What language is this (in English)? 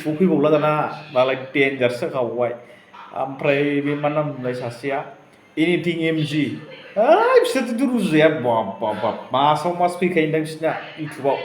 Bodo